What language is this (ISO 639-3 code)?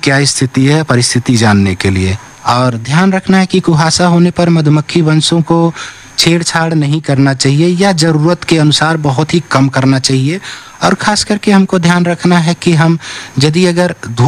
hin